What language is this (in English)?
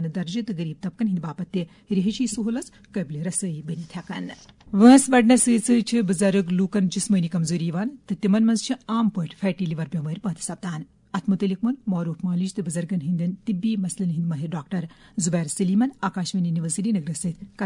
Kashmiri